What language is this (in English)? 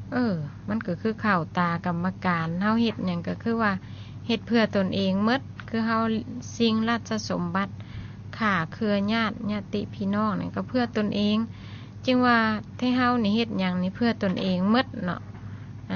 Lao